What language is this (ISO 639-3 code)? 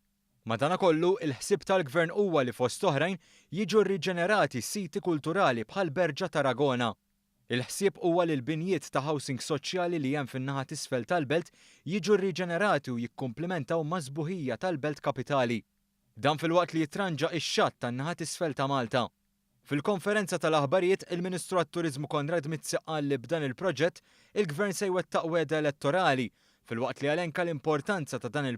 mlt